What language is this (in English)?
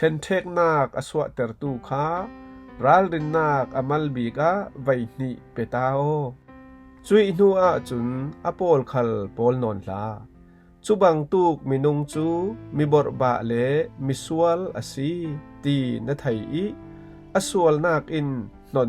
Falam Chin